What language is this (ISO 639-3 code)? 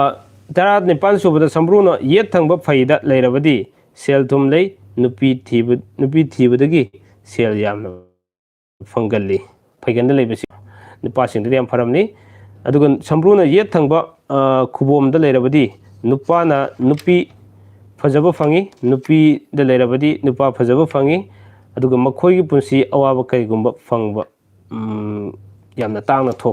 mni